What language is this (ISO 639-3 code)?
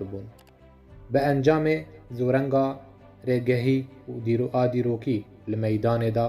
kur